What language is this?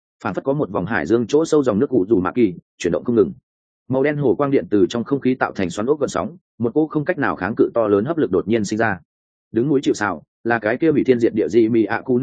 Vietnamese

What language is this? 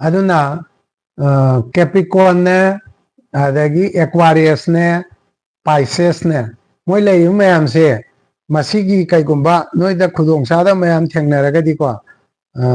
Manipuri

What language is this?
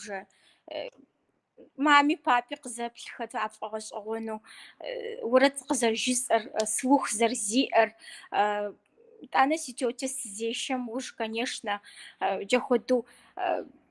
Kabardian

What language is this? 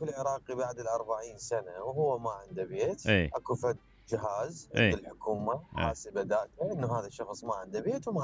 Mesopotamian Arabic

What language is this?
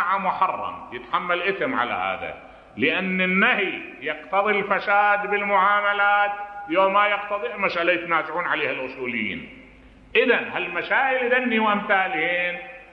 Mesopotamian Arabic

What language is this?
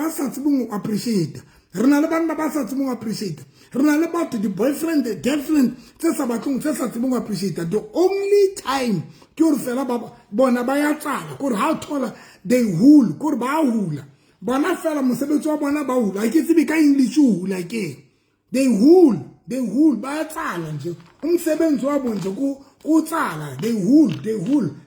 Southern Sotho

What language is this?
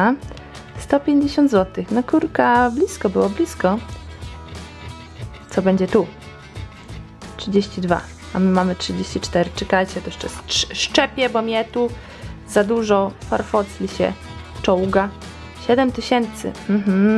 Polish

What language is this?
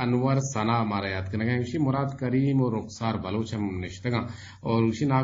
Eastern Balochi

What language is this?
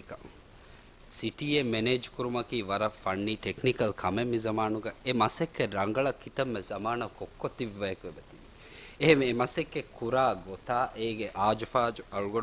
Divehi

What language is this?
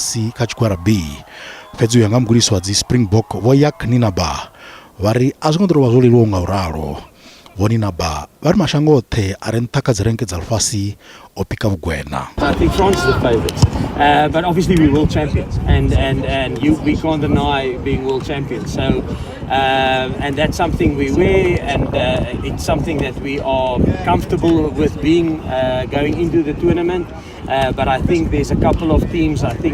Venda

